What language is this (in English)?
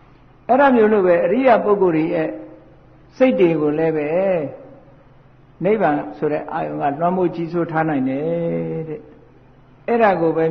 Burmese